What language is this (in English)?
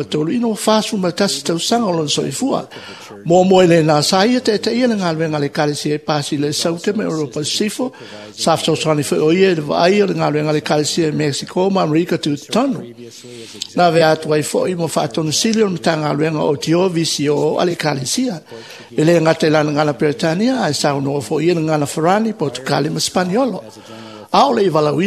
Samoan